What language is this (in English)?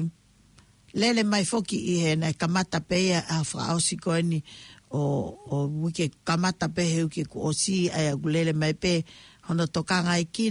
Tongan